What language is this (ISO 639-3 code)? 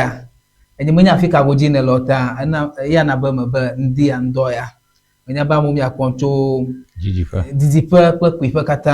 ewe